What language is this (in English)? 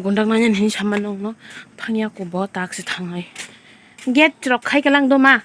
Kok Borok